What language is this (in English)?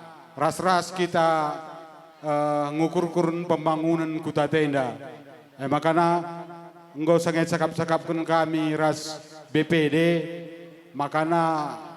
Batak Karo